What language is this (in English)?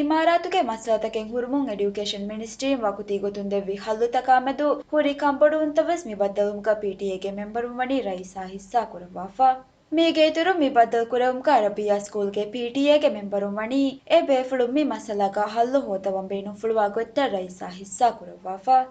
Divehi